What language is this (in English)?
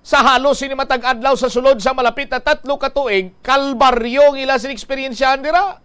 Hiligaynon